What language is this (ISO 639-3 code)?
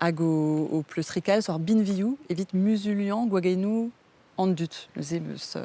bre